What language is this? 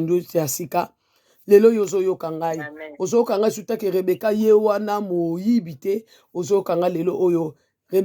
Lingala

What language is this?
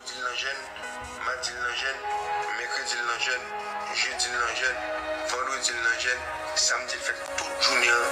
Haitian Creole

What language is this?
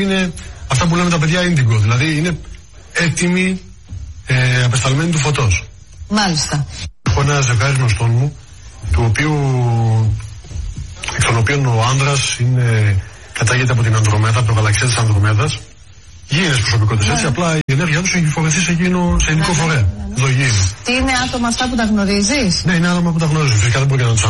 Greek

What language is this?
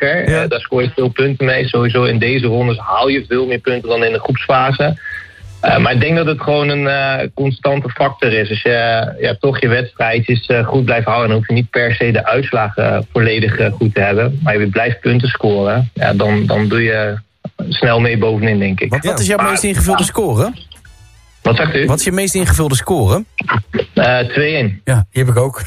Dutch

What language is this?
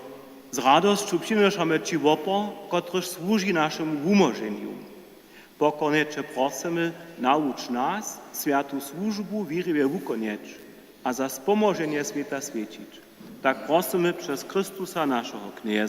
Upper Sorbian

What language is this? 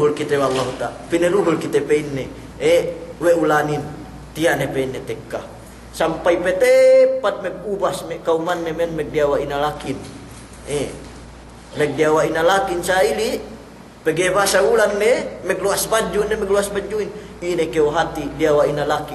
Yakan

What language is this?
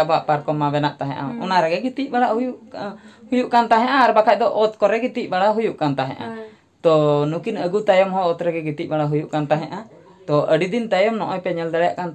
Santali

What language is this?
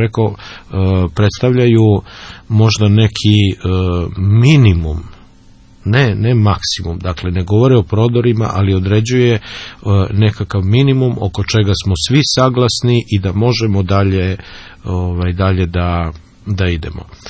Serbian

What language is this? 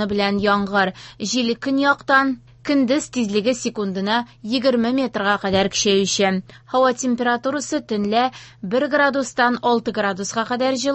Tatar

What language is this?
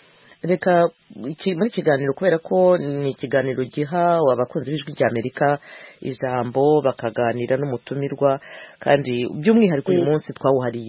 Kinyarwanda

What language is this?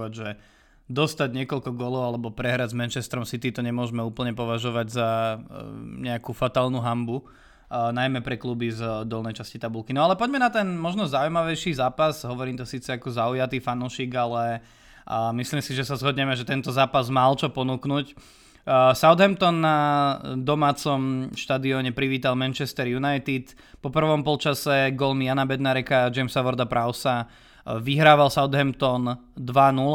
Slovak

